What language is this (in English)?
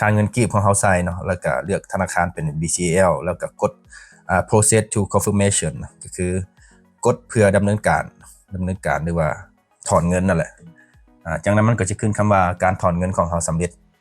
Lao